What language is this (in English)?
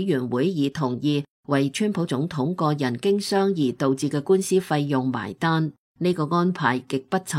Cantonese